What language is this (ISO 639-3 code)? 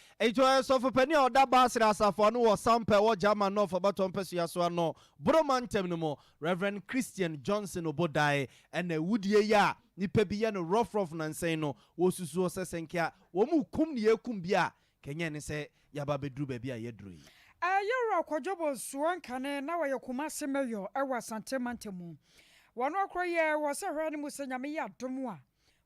aka